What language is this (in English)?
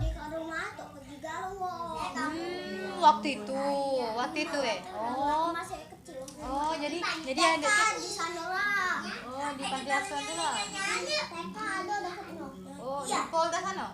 Musi